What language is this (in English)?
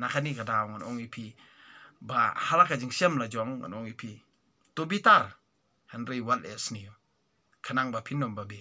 Khasi